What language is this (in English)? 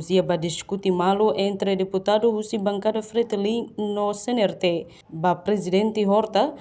Tetum